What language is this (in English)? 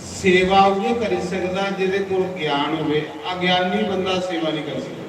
Dogri